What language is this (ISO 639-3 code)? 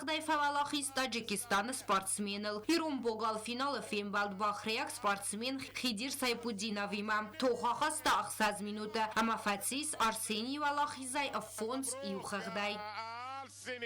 oss